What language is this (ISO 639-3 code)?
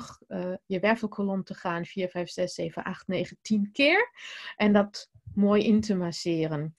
nld